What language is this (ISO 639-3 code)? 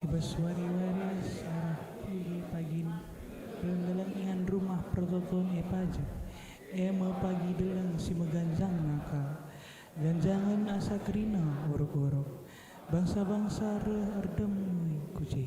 btx